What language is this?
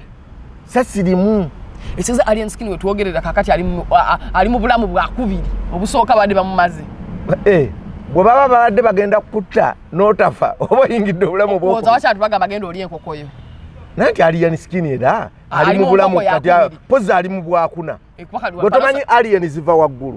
Ganda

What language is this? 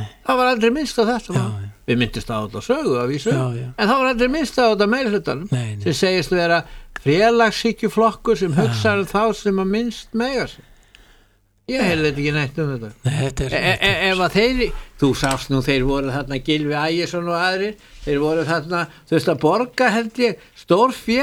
Icelandic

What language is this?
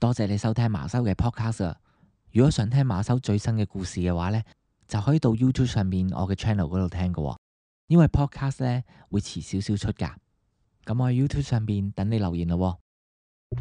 Cantonese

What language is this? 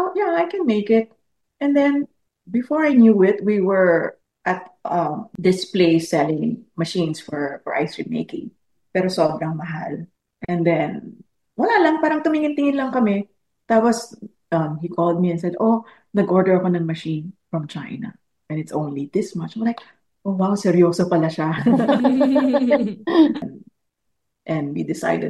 Filipino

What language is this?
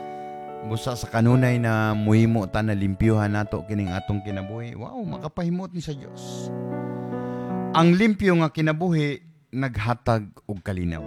Cebuano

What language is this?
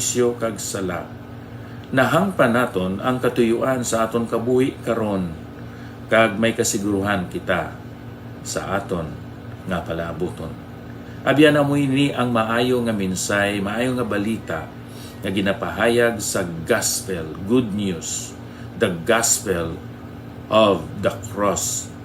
Hiligaynon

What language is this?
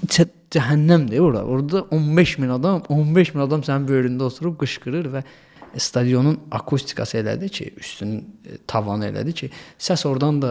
Azerbaijani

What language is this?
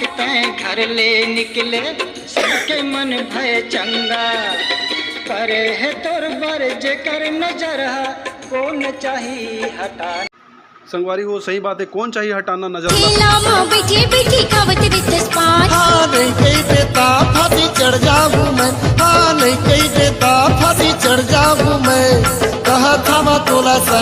Chhattisgarhi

